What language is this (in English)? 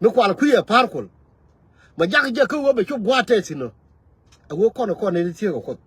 Nuer